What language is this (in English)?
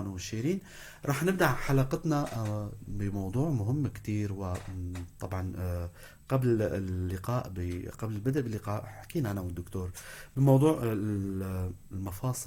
North Levantine Arabic